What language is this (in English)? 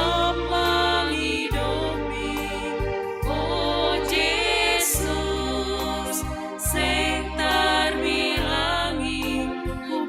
Batak Simalungun